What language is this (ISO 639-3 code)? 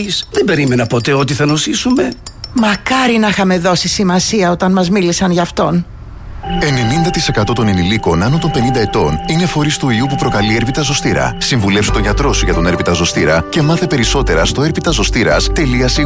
ell